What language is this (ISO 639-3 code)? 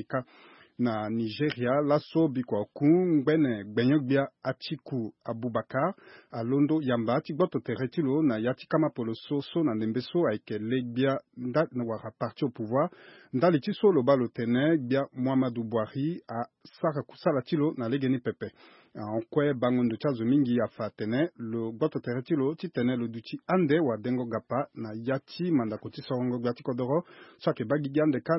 sag